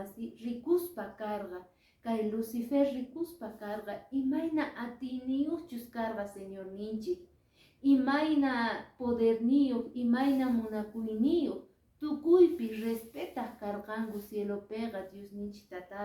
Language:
Quechua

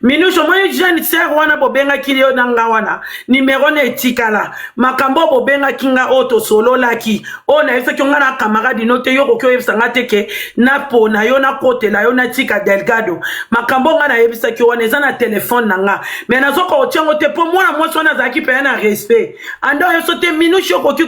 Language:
Lingala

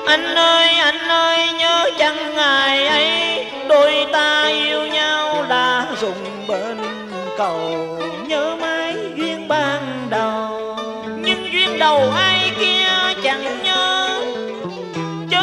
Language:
Vietnamese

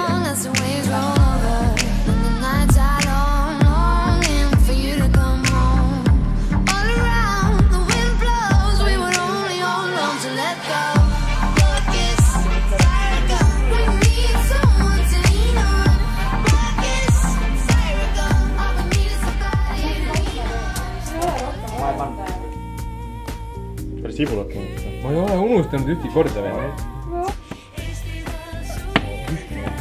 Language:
Estonian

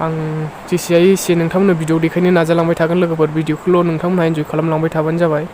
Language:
Bodo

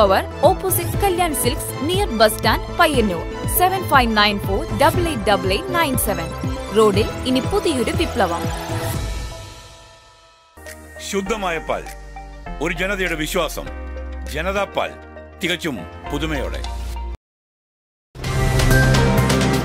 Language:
Malayalam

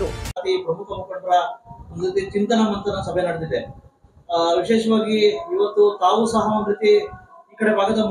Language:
Kannada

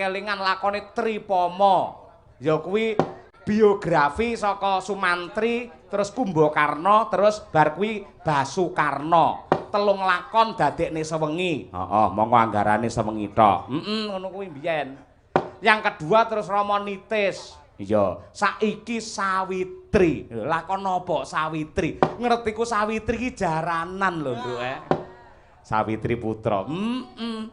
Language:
Javanese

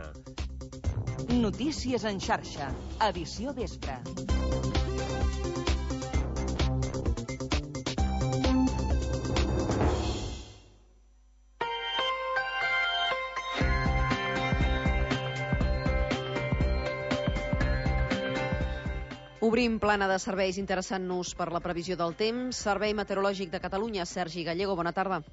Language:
Catalan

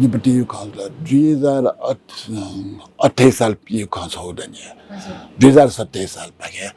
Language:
Newari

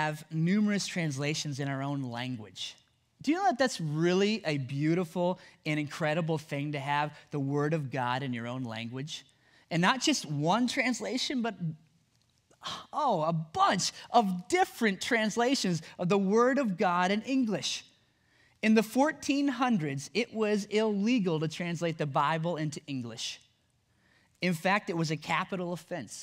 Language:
English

